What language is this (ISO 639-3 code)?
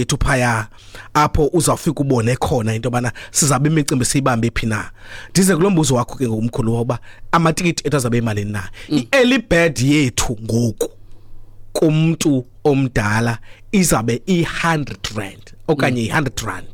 xho